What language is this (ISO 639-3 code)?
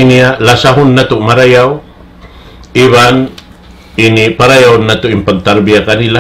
tsg